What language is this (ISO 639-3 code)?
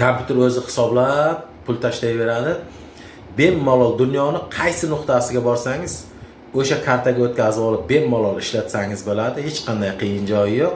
uzb